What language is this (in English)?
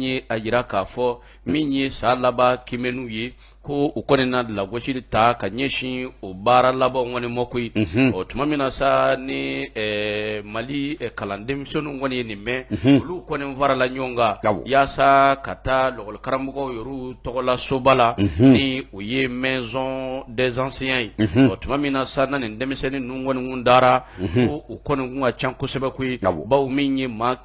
Bambara